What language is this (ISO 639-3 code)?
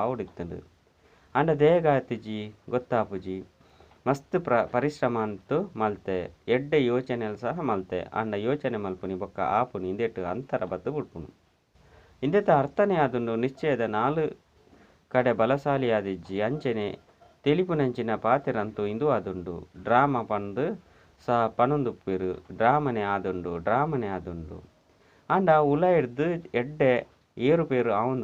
tcy